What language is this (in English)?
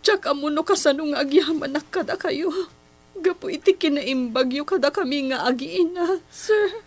Iloko